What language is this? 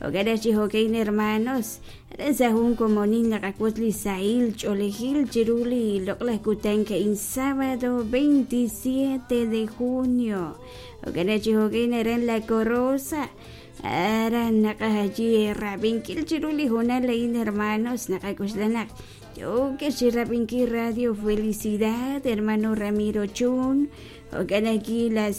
Kekchí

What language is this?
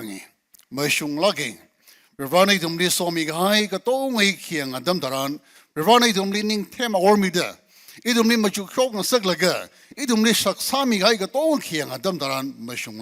Tangkhul Naga (India)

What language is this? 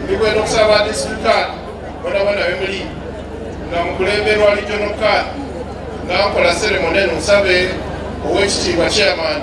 Soga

